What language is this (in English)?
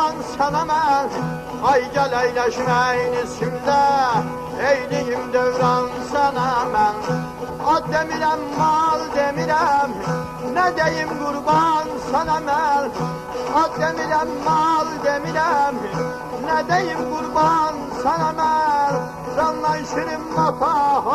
South Azerbaijani